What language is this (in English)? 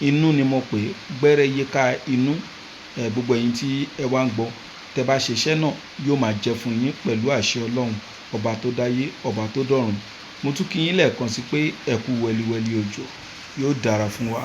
Yoruba